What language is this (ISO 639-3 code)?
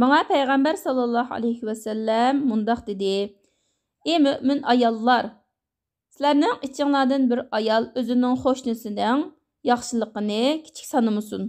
uig